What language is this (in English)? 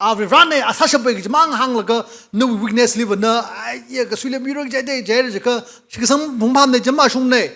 Tangkhul Naga (India)